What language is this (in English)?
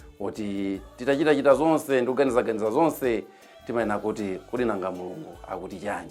Nyanja